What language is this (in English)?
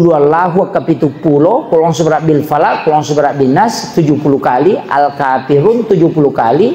Buginese